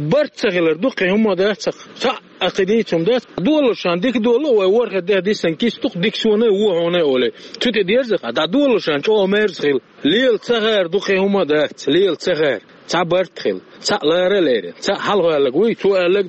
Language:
Chechen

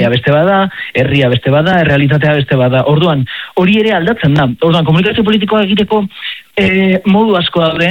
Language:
Basque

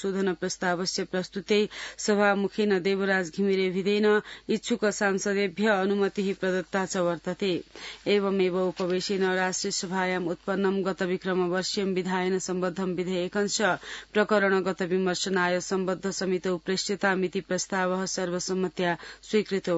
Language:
Sanskrit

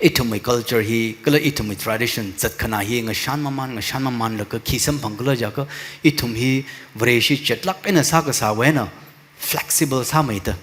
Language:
Tangkhul Naga (India)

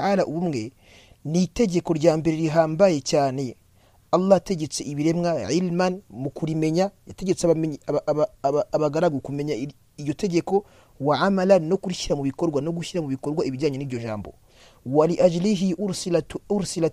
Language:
Kinyarwanda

